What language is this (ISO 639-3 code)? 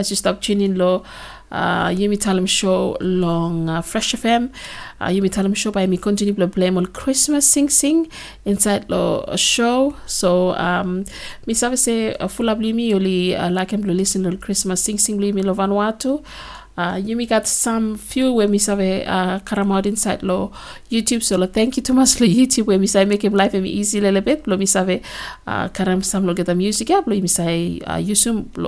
bis